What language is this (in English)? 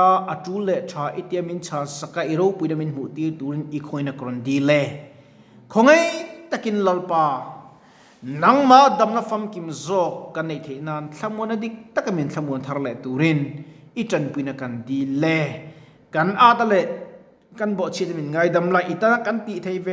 Mizo